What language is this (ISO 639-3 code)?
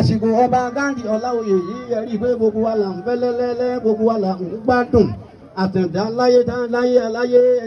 yor